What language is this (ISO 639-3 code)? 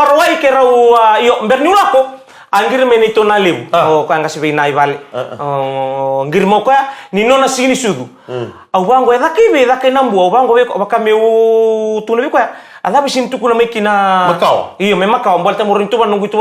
fij